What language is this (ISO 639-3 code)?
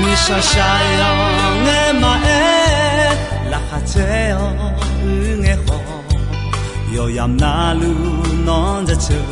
ahk